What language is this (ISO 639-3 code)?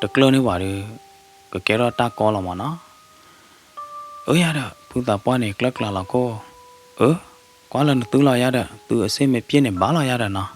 ksw